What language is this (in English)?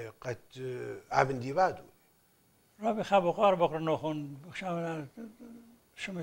Assyrian Neo-Aramaic